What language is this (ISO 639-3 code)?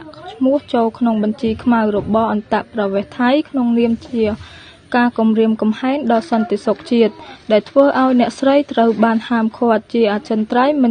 khm